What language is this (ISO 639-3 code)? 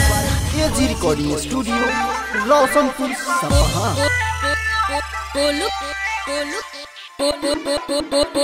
bho